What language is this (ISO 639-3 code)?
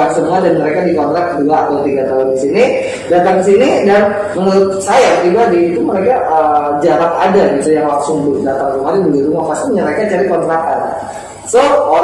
ind